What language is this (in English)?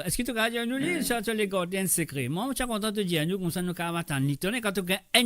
Morisyen